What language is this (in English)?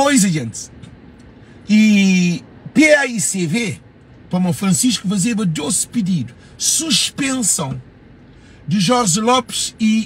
Kabuverdianu